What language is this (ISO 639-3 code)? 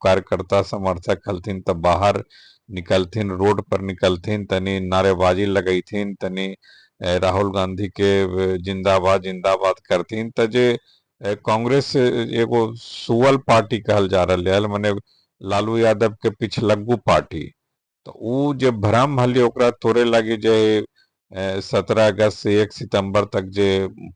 mag